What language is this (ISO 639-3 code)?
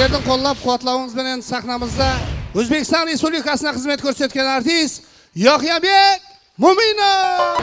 kaa